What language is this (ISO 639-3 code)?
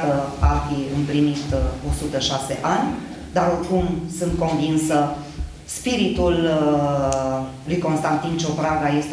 ron